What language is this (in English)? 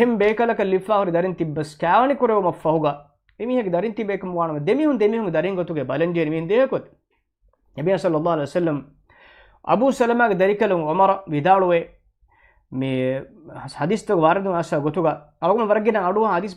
Divehi